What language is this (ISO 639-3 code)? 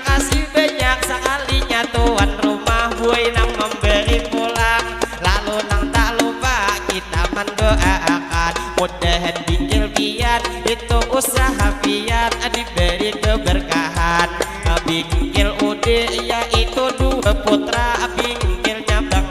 bjn